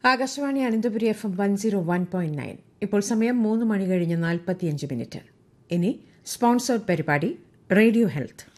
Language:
Malayalam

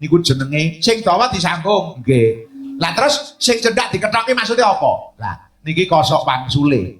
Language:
Javanese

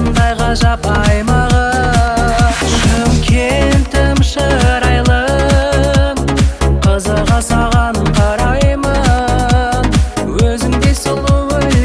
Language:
Kazakh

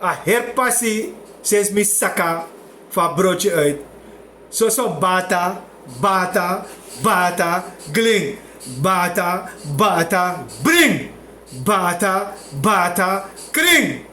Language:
Sranan Tongo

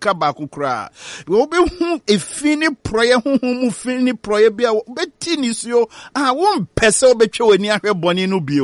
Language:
Akan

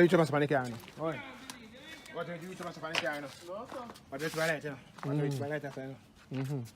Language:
Jamaican Creole English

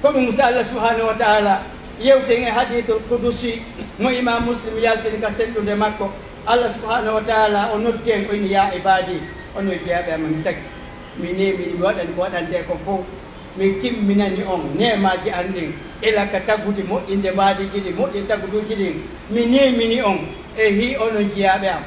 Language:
Pular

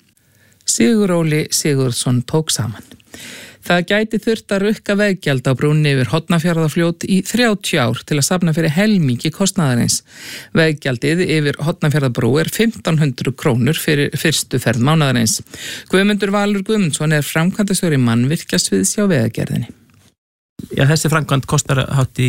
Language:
Icelandic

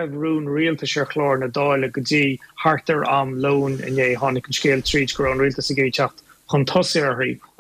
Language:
Irish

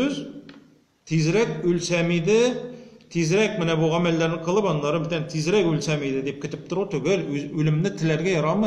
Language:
Tatar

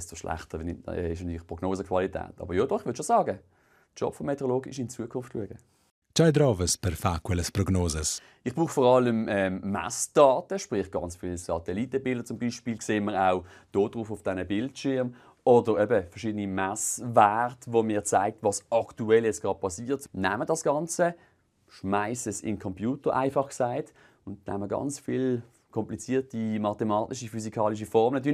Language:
Romansh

